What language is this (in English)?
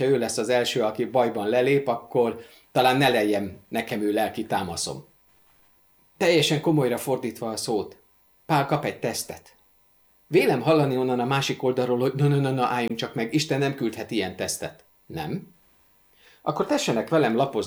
Hungarian